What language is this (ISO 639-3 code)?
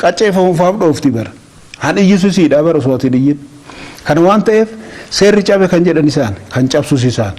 orm